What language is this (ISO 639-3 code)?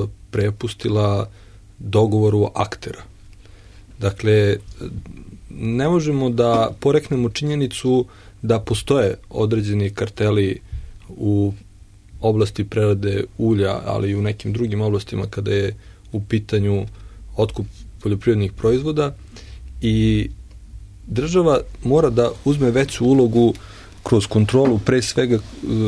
srp